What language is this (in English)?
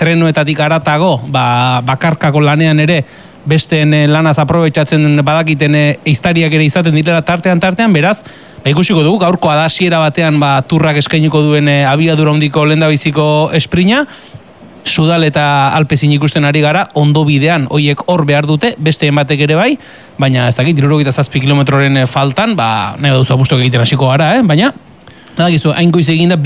Basque